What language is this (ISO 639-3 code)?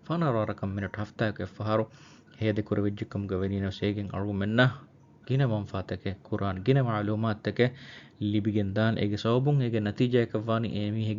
div